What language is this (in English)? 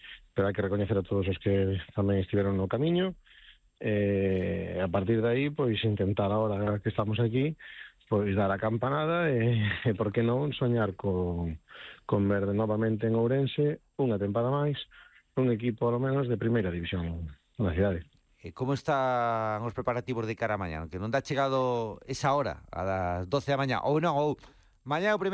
Galician